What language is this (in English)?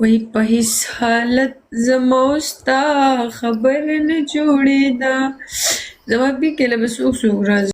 Pashto